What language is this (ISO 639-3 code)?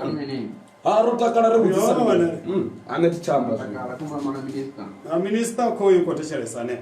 ven